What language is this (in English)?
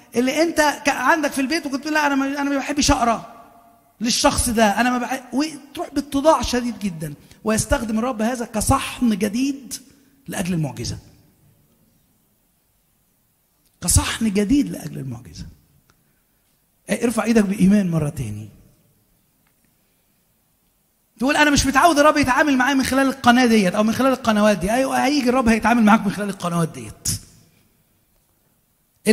Egyptian Arabic